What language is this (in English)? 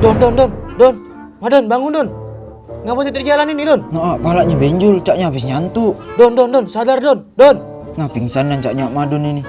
Musi